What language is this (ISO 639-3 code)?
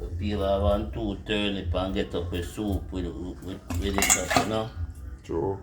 jam